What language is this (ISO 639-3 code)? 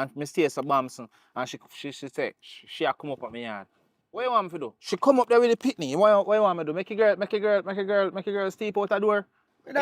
jam